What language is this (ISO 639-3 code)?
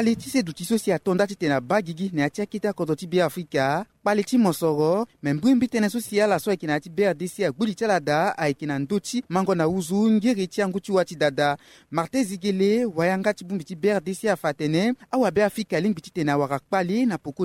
sag